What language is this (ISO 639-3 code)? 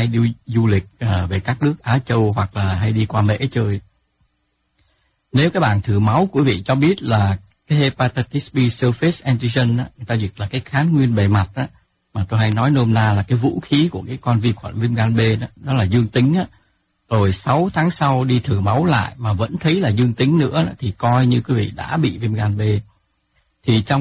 vie